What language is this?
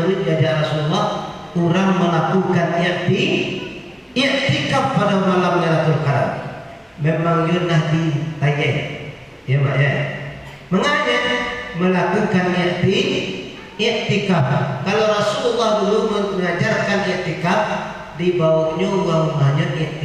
Minangkabau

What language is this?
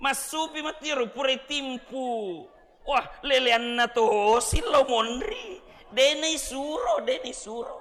Buginese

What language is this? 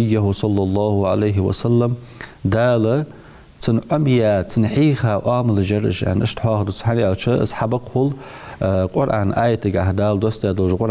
Ingush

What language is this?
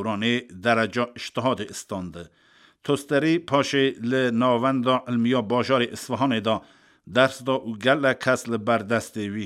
Kurdish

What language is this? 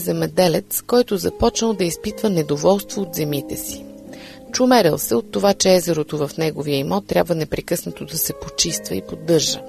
Bulgarian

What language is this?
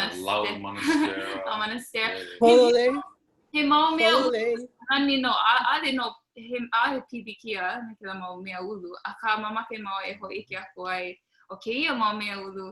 Hawaiian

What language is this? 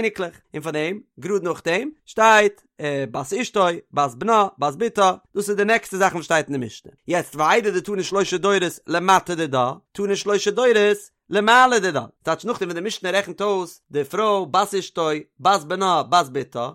Yiddish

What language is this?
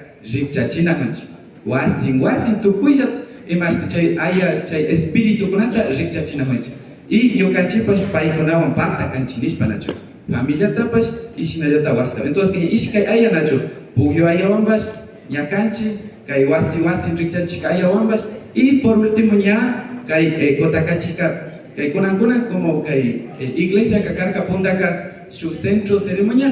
Imbabura Highland Quichua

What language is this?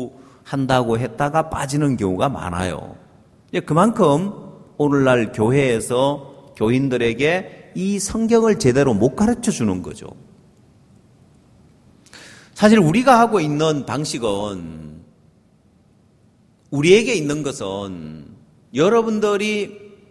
Korean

